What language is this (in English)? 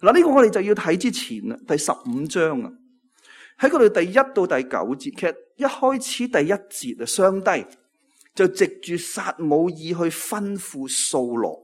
Cantonese